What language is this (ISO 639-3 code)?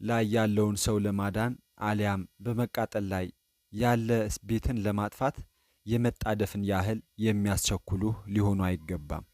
amh